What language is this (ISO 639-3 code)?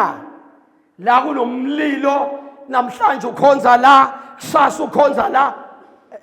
zul